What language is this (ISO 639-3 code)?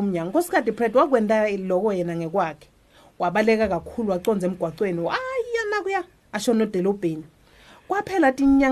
ssw